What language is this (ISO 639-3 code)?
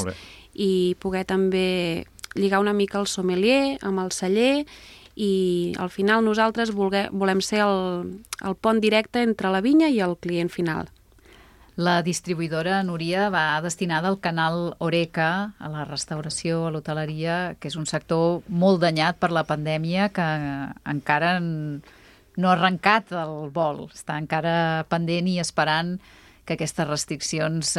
cat